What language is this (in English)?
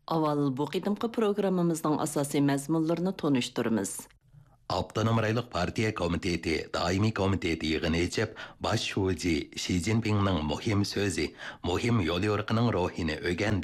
Uyghur